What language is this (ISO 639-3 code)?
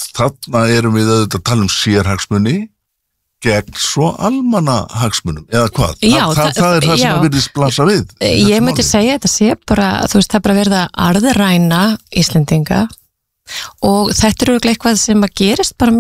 isl